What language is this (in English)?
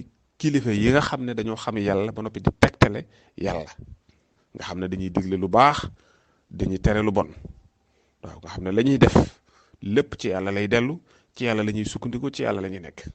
Wolof